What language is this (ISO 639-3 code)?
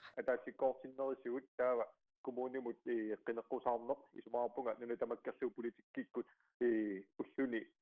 kal